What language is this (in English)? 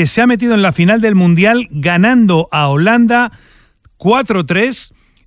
Spanish